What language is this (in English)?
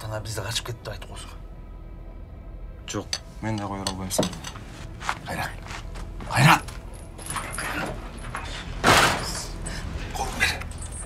Kyrgyz